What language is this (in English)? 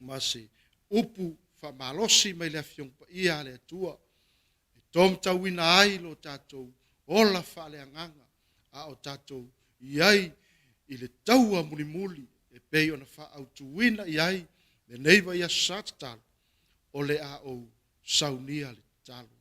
Samoan